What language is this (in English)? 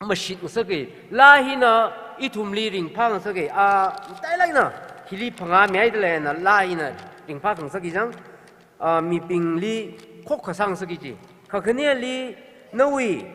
Tangkhul Naga (India)